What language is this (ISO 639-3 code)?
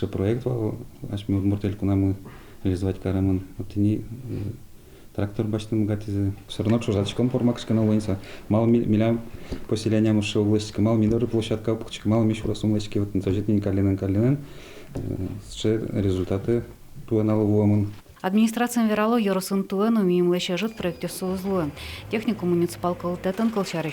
udm